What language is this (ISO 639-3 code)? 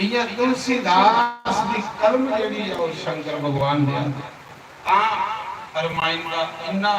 doi